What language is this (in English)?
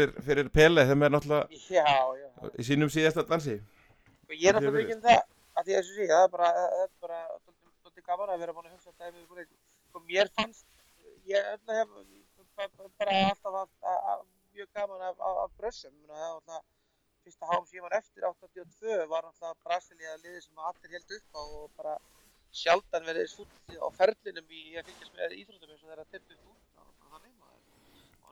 Icelandic